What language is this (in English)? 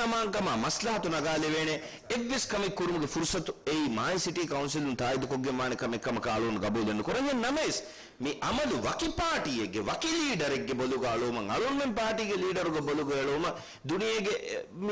Divehi